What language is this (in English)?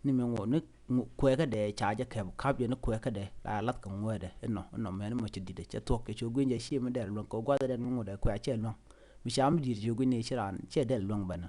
Nuer